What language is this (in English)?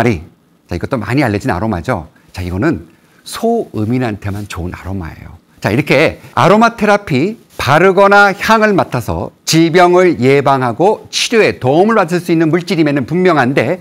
Korean